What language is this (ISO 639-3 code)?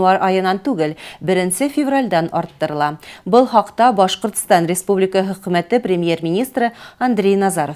bak